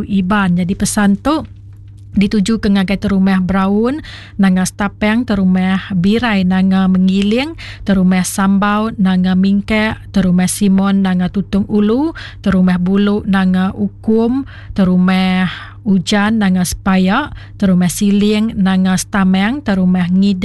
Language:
Iban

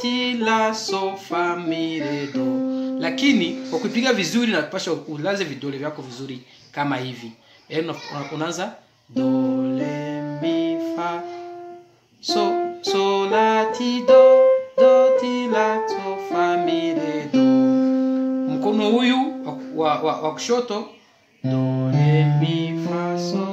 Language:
Swahili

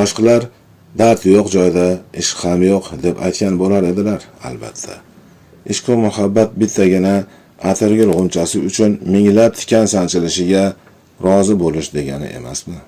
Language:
Uzbek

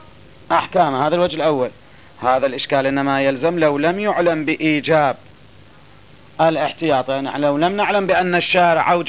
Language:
Arabic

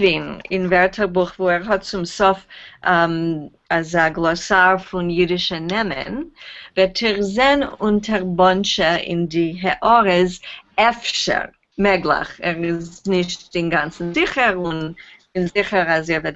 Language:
Yiddish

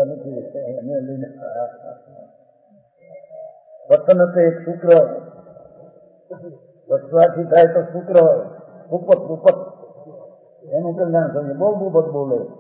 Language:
Gujarati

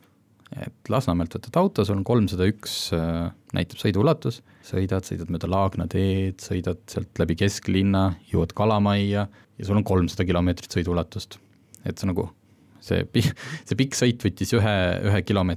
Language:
Estonian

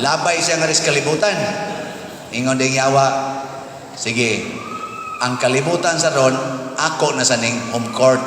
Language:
Cebuano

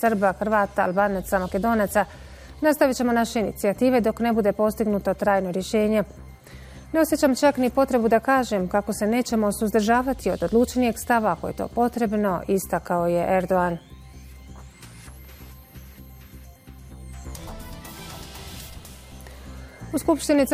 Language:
Bosnian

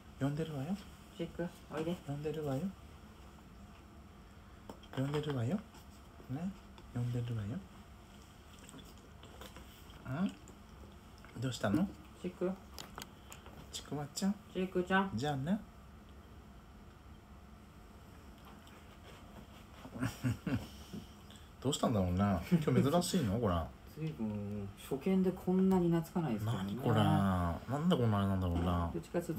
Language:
Japanese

